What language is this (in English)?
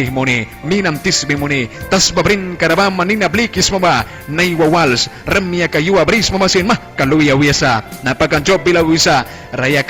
Mískito